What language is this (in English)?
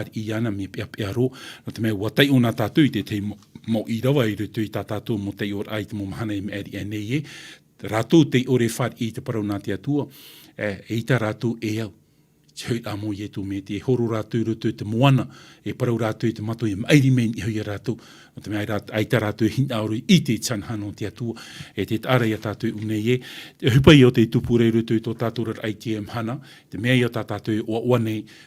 Tahitian